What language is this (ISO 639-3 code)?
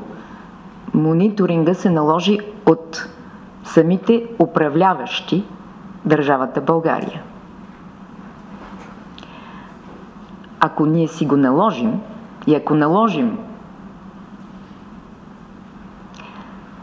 bul